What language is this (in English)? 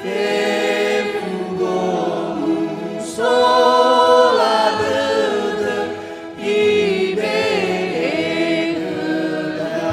Nias